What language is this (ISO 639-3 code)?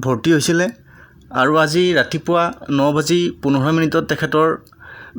asm